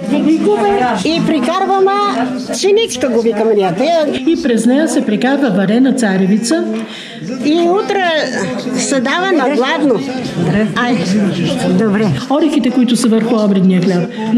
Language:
Bulgarian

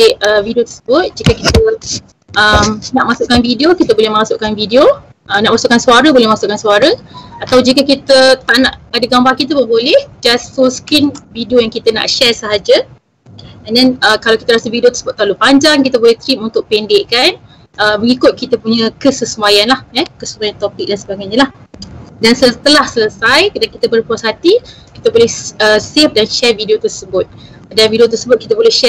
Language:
Malay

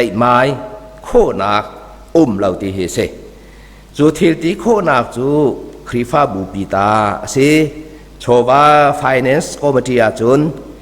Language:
Hakha Chin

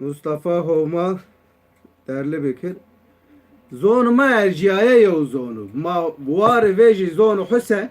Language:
Zaza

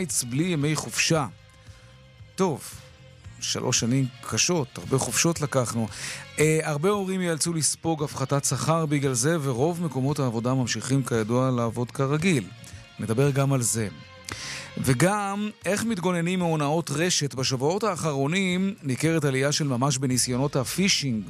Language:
Hebrew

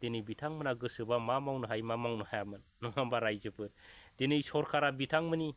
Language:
Bodo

